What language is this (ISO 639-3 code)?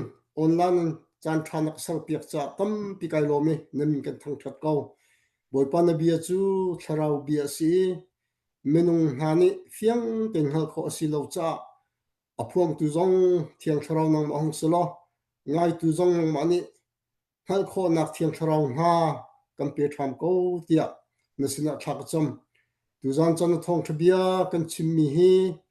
cnh